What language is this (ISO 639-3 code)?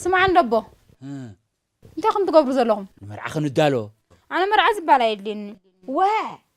tir